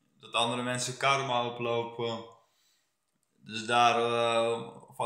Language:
Dutch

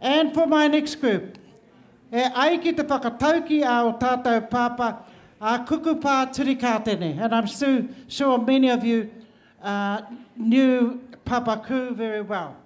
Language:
Māori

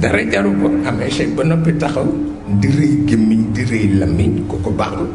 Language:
Wolof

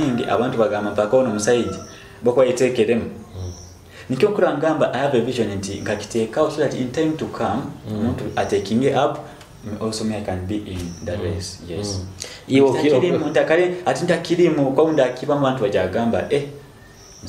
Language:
Nyoro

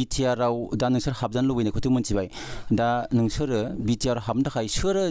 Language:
Bodo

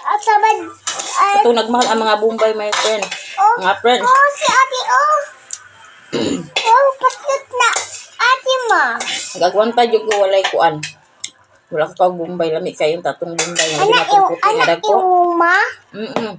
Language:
Cebuano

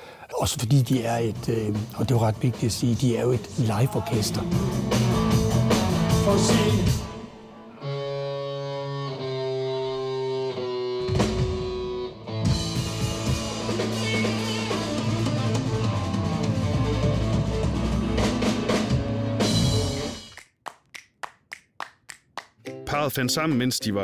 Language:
Danish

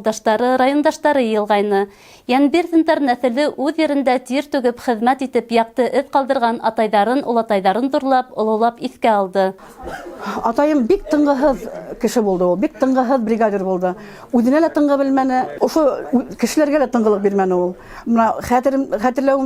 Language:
Bashkir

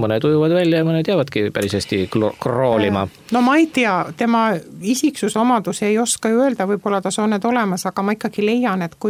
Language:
Estonian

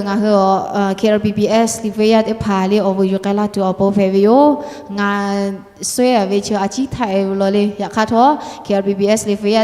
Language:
Lahu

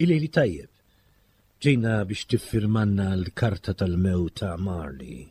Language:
Maltese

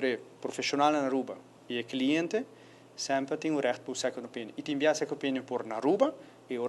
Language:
Papiamento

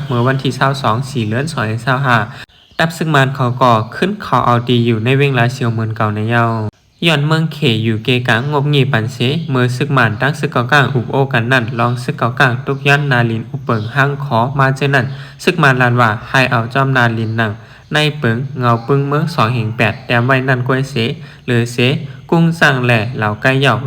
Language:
Shan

